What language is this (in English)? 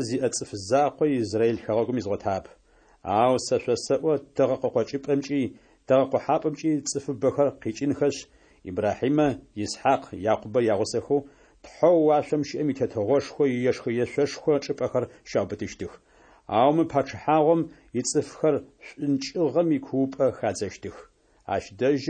Kabardian